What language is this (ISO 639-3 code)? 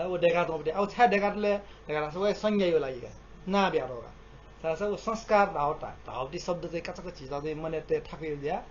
new